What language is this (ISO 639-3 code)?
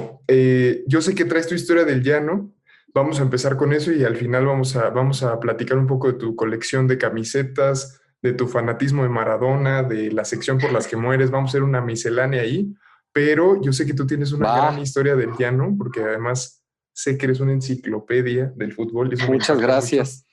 spa